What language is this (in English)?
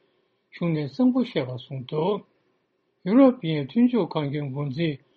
Tibetan